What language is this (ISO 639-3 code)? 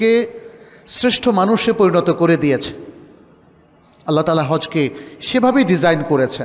ben